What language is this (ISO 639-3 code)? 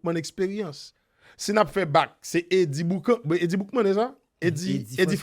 hat